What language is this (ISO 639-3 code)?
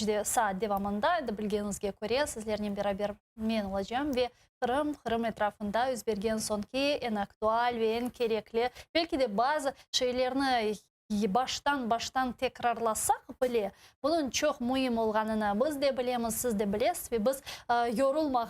crh